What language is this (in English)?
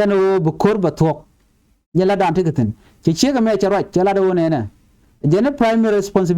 Nuer